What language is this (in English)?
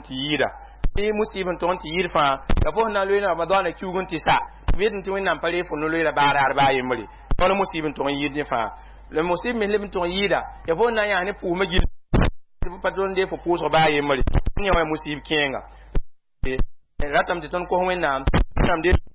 Mossi